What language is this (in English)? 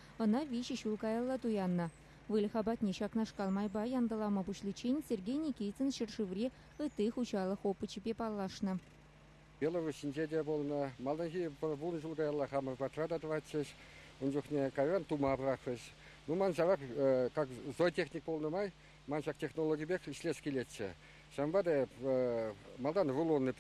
Chuvash